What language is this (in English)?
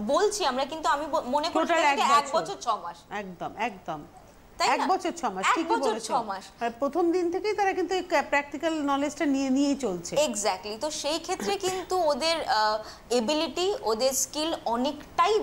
Bangla